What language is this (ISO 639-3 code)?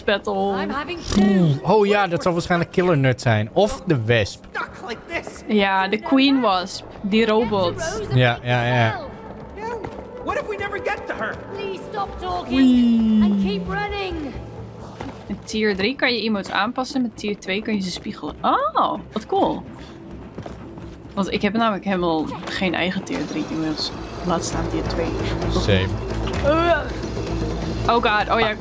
nld